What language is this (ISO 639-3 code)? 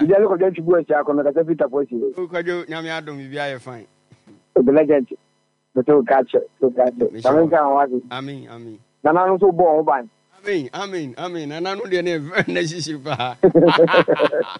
aka